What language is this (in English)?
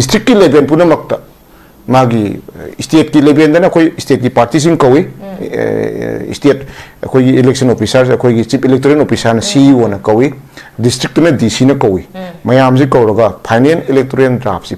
Manipuri